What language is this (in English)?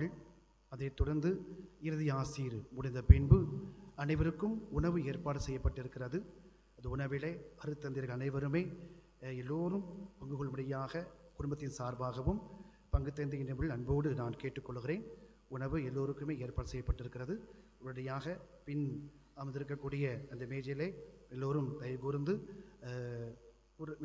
Tamil